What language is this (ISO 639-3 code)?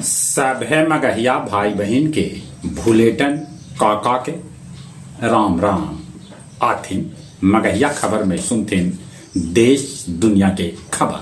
mag